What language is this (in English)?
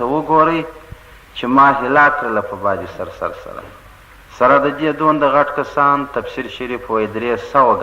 Pashto